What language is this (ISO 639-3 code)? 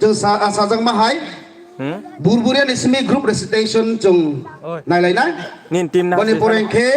trp